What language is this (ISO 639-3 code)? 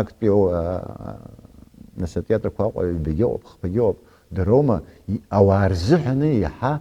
abk